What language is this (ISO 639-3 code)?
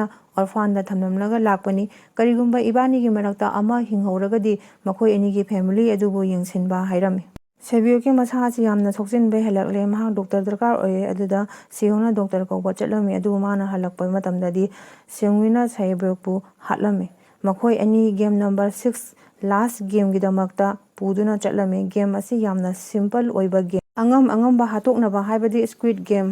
mni